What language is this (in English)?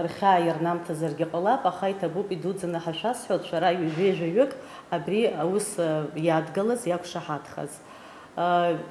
Abkhazian